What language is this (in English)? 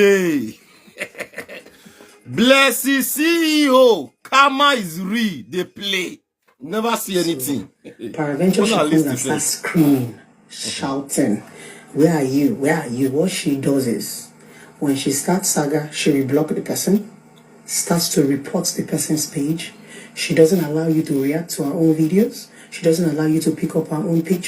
Nigerian Pidgin